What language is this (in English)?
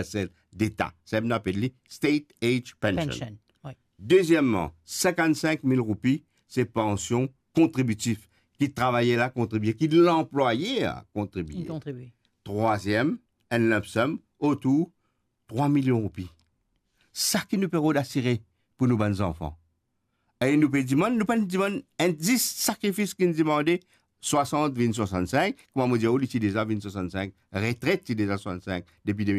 Morisyen